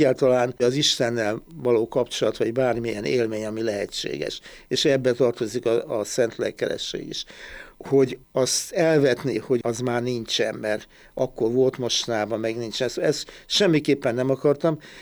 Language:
Hungarian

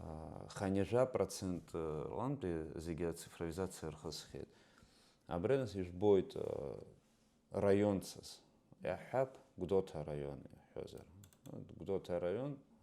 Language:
Abkhazian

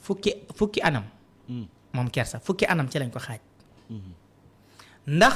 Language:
Wolof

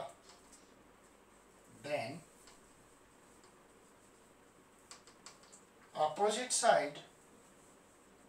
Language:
Hindi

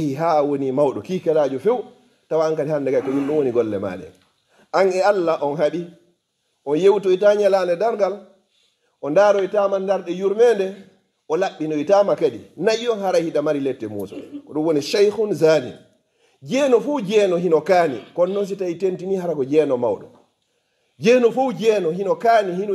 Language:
Fula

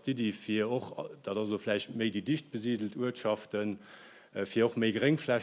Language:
Luxembourgish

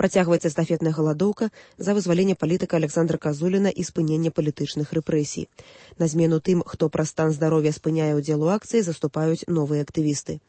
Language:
Belarusian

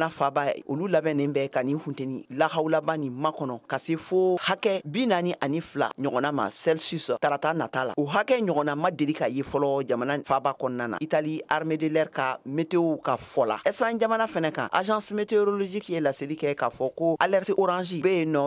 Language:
Bambara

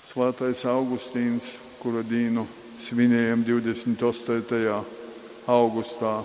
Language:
Latgalian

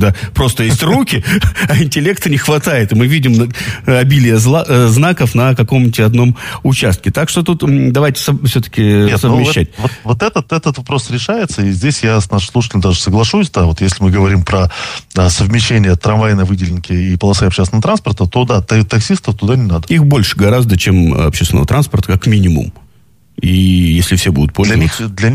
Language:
Russian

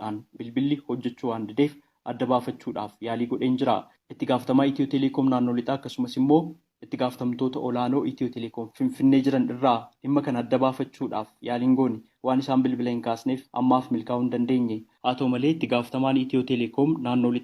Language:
Oromo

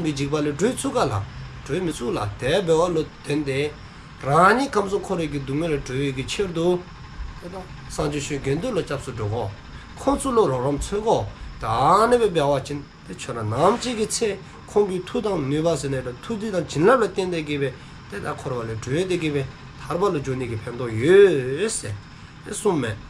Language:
Dzongkha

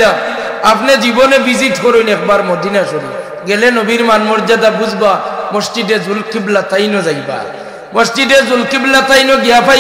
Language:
Sylheti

